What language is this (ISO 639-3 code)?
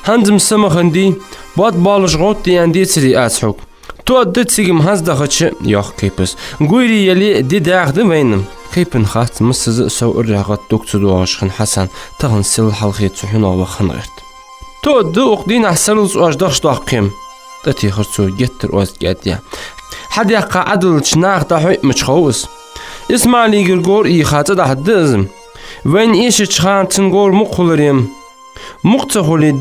inh